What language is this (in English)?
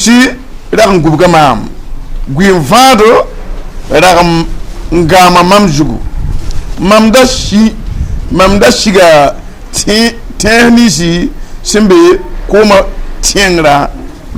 Mossi